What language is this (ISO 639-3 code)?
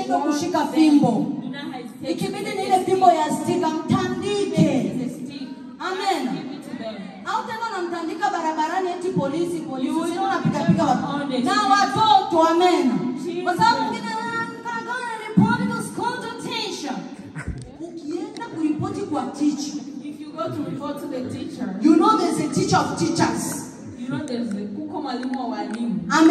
swa